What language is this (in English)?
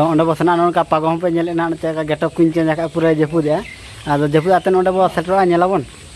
Santali